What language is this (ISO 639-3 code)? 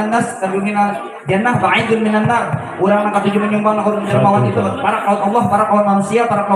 bjn